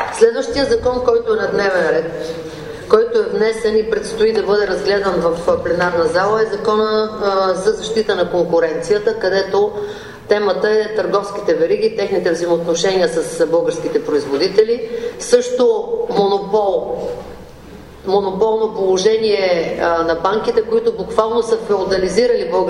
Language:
Bulgarian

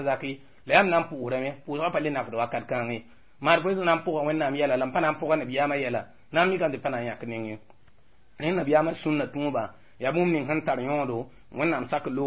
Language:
Mossi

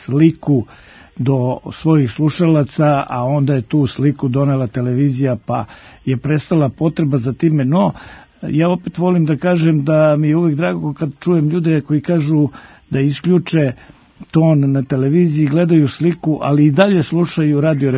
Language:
Serbian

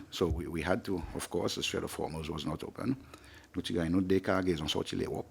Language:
Seselwa Creole French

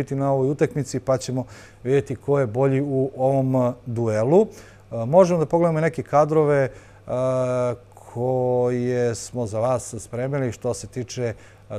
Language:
Serbian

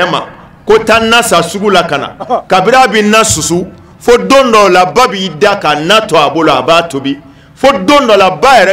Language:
Bambara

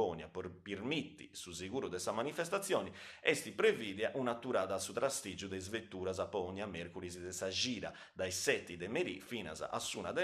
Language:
Sardinian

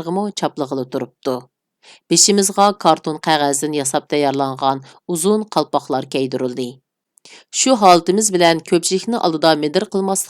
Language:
Uyghur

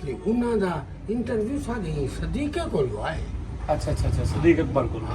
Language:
Saraiki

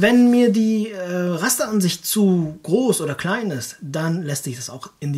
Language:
German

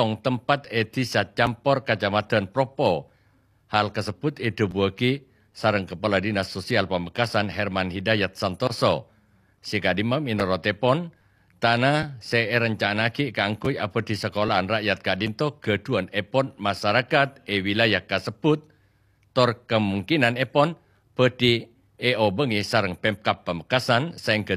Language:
Madurese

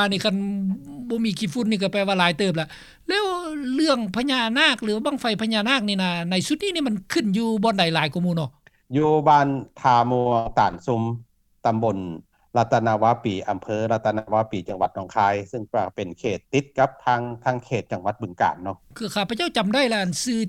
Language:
Lao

